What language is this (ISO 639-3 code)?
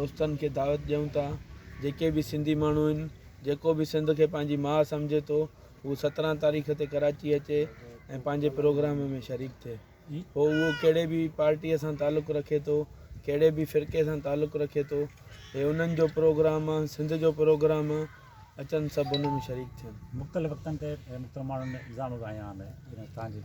snd